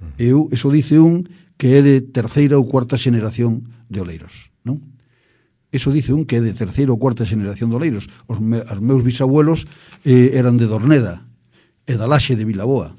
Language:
Galician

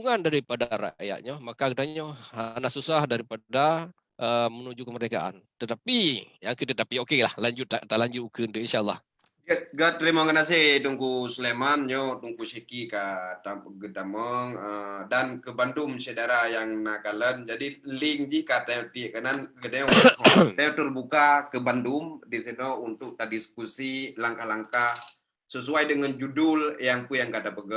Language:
Achinese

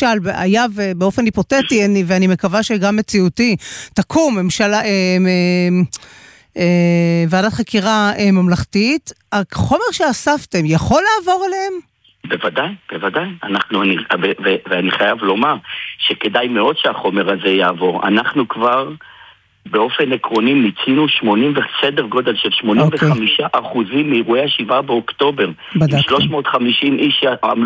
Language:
Hebrew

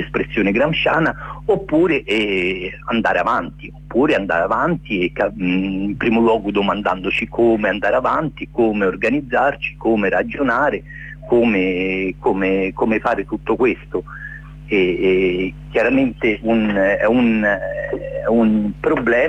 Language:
Italian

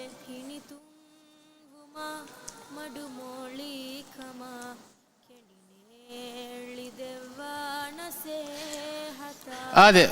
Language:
Divehi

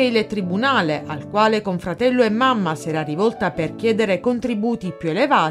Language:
Italian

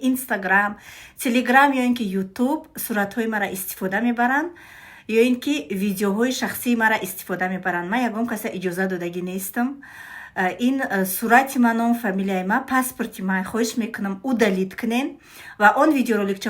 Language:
Tajik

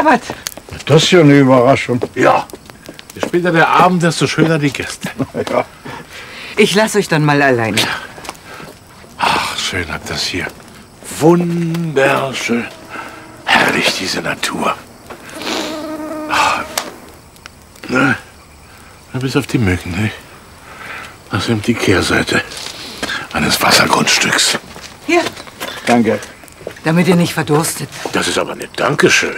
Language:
German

